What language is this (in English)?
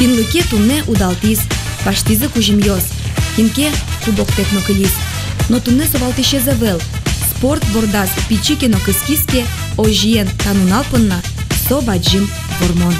Udmurt